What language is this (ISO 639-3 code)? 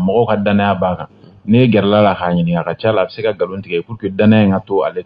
bam